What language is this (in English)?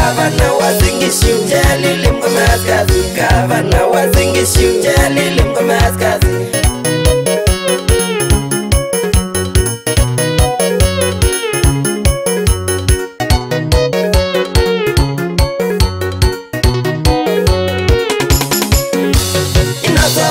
Swahili